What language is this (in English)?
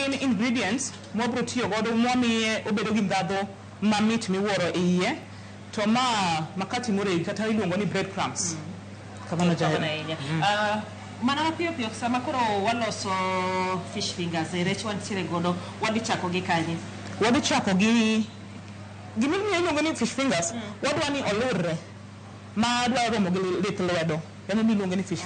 Luo (Kenya and Tanzania)